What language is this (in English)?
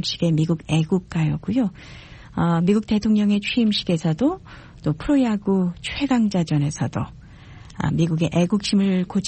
Korean